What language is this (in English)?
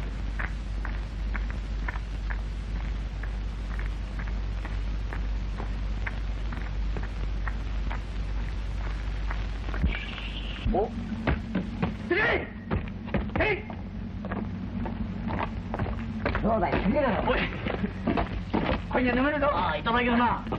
Japanese